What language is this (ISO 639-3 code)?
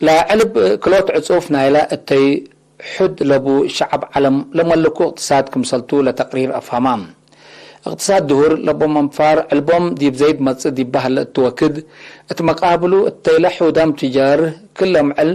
tig